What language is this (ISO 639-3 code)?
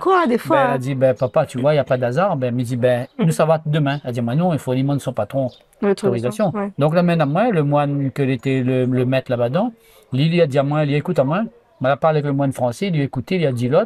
rcf